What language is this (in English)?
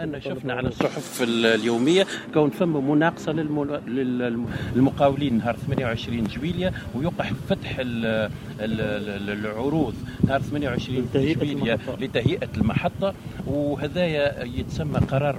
Tunisian Arabic